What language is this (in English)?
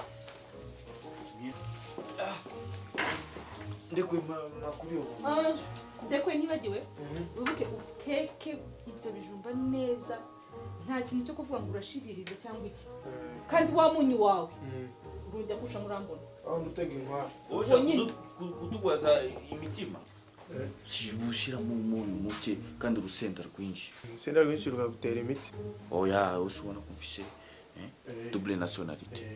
Kinyarwanda